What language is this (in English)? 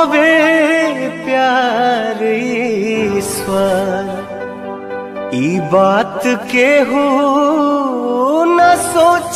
Bhojpuri